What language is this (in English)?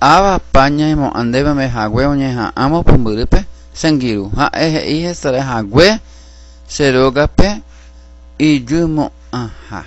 Guarani